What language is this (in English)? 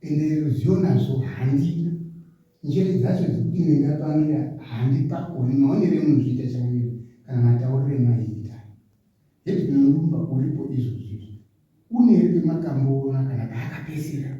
Shona